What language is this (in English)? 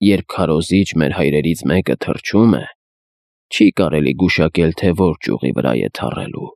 Armenian